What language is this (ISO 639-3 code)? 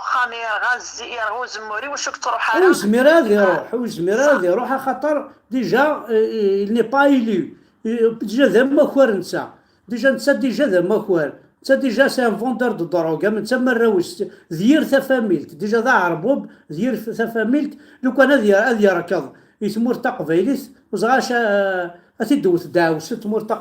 kab